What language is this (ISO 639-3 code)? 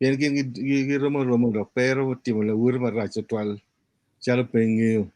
ach